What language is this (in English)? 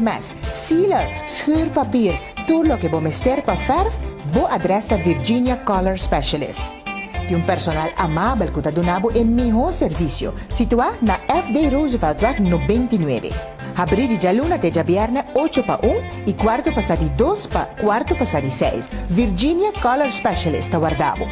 Papiamento